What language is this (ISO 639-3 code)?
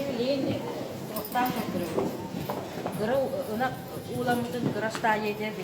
sah